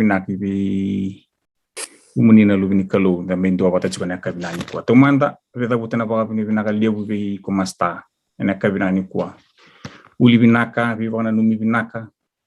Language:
Fijian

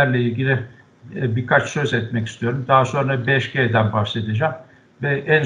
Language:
Turkish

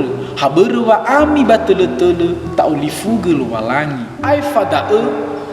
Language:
Nias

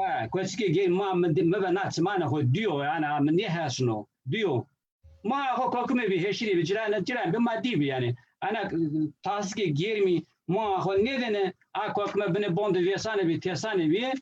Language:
Zaza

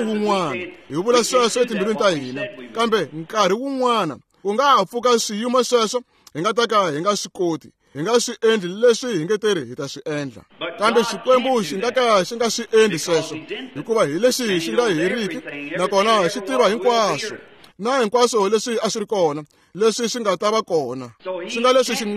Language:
Tsonga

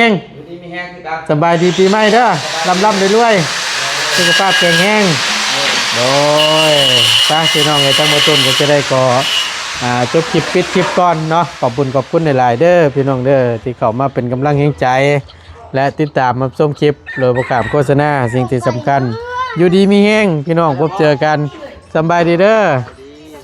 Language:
Northeastern Thai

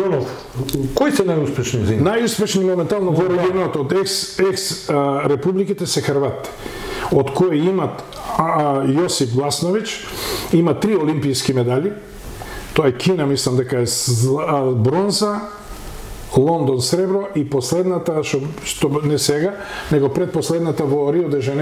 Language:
Macedonian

